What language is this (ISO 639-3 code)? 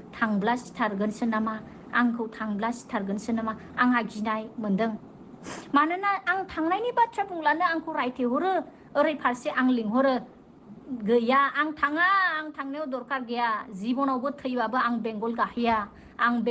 brx